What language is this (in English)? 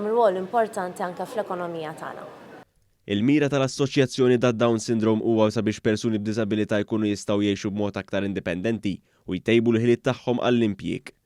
Maltese